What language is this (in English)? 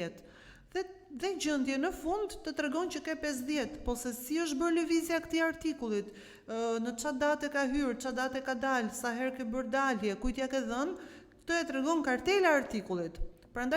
Albanian